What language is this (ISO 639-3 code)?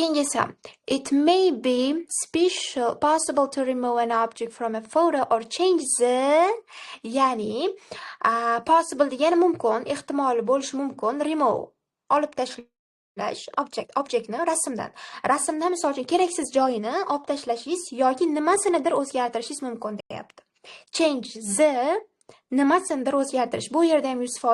uzb